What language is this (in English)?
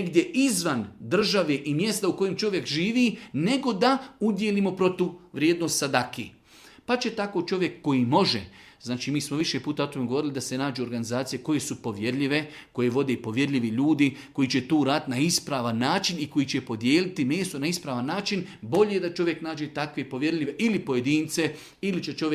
Bosnian